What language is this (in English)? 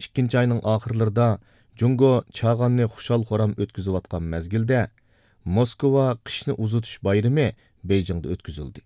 Uyghur